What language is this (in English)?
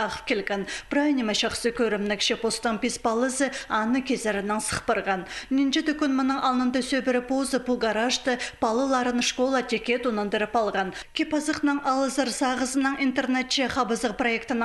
Khakas